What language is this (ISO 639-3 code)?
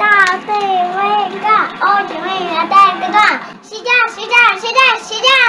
crh